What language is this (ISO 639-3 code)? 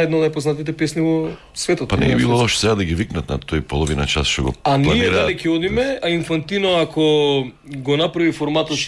mkd